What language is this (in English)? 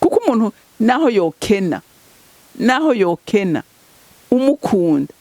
Rundi